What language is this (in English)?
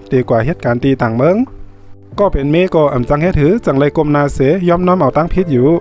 Shan